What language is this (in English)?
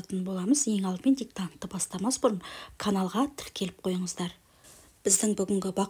Kazakh